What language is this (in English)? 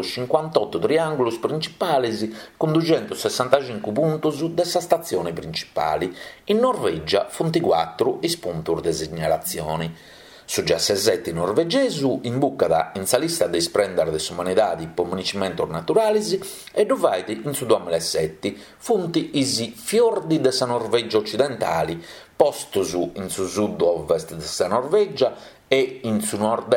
Sardinian